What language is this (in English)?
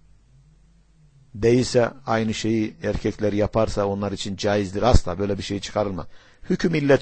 Turkish